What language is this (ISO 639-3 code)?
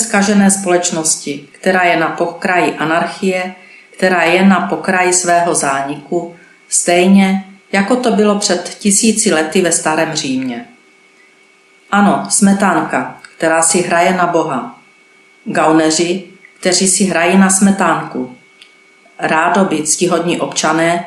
ces